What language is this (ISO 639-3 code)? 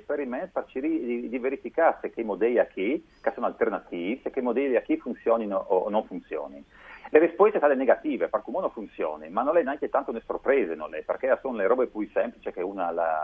fur